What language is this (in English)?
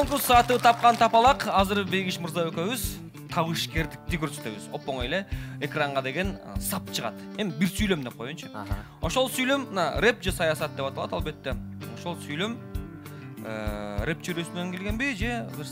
Kyrgyz